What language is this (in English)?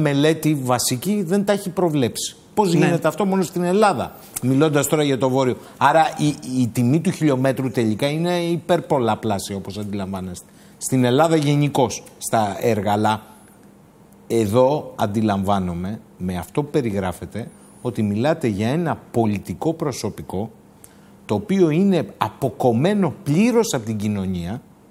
Greek